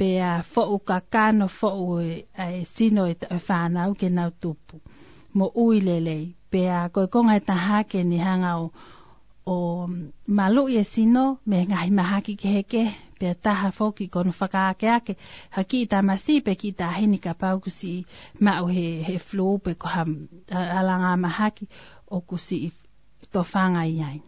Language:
Tongan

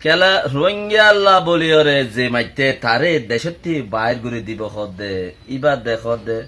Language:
Rohingya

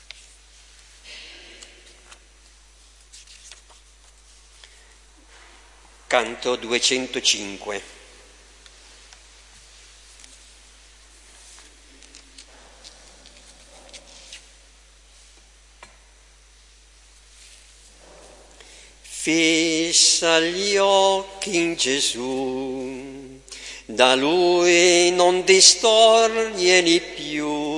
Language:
Italian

